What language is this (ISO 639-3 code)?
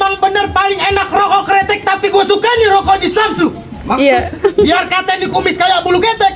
bew